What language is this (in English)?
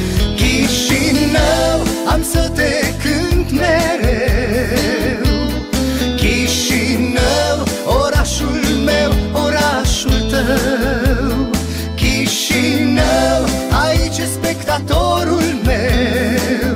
Romanian